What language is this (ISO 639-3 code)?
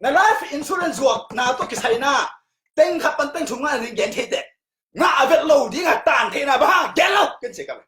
ctd